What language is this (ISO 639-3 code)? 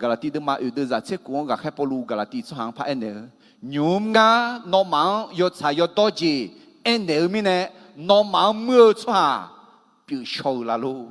ahk